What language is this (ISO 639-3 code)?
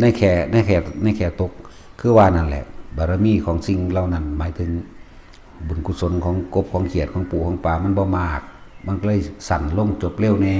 lao